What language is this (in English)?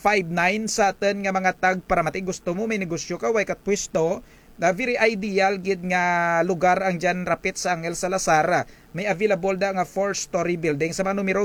Kinaray-a